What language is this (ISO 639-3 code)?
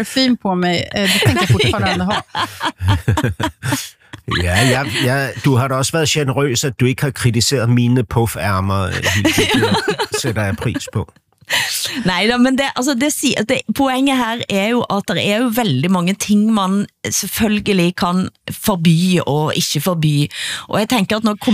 swe